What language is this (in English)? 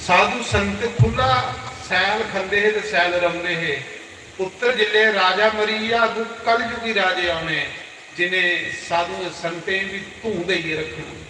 Dogri